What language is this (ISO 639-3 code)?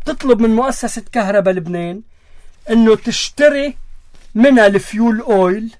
apc